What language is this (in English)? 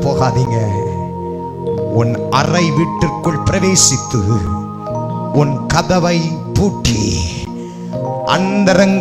Tamil